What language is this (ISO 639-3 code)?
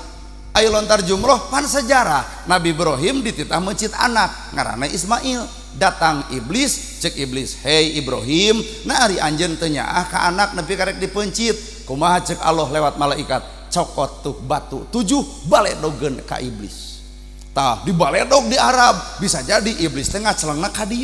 sun